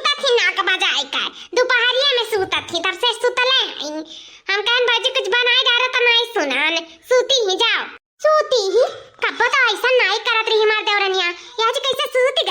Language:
Awadhi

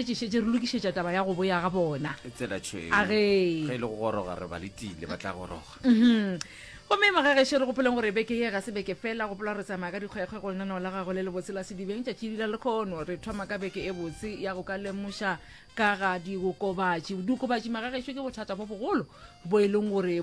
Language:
Northern Sotho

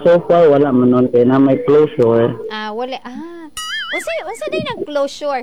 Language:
Cebuano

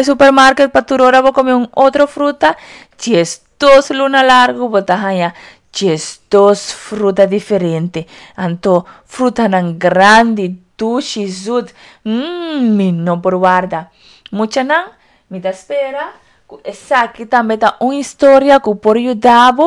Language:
Papiamento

